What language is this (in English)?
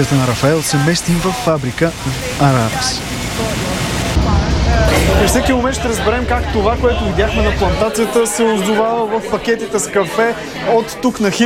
Bulgarian